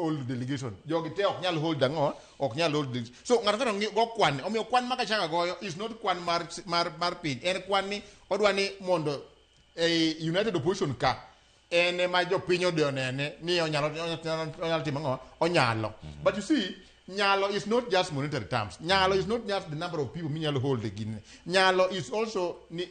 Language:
Luo (Kenya and Tanzania)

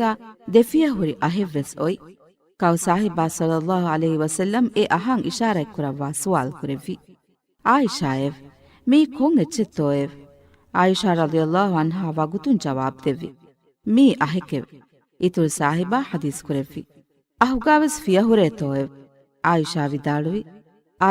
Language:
Divehi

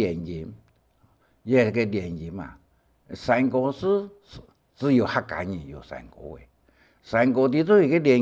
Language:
Hakka Chinese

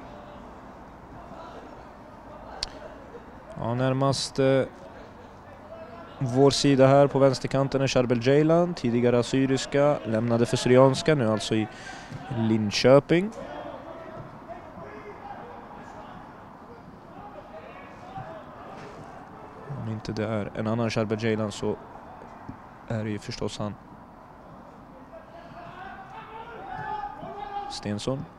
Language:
Swedish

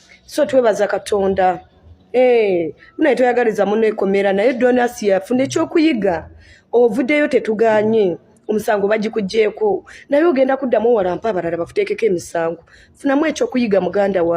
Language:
Ganda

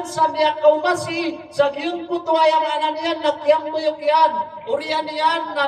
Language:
Maranao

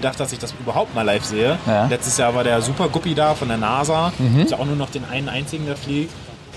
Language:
German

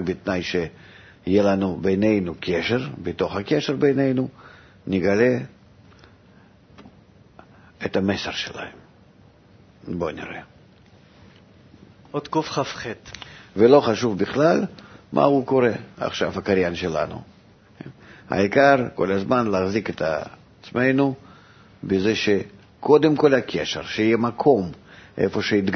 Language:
Hebrew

